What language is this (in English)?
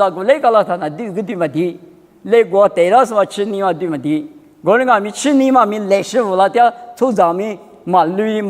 Lisu